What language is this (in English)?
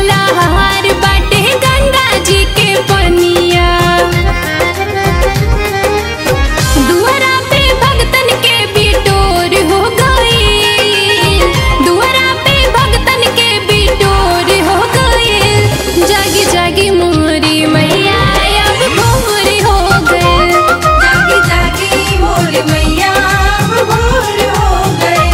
Bhojpuri